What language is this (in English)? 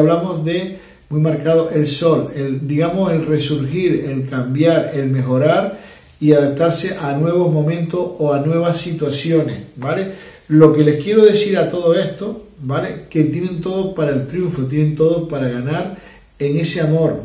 Spanish